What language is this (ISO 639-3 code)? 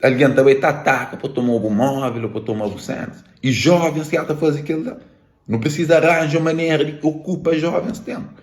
kea